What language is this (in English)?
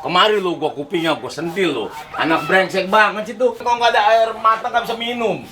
Betawi